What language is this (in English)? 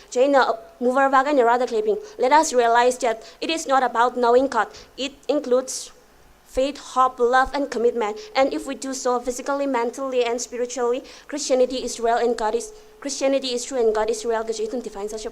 Tangkhul Naga (India)